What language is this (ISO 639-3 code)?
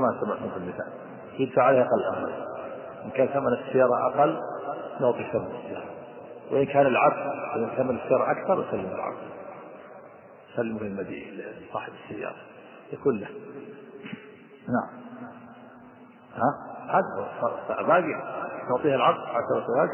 ara